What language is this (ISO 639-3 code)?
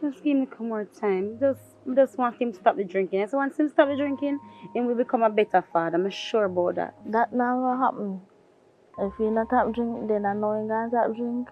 jam